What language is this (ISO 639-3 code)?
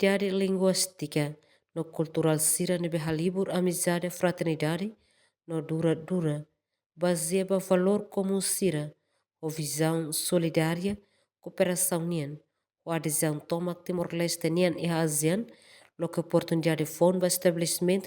tet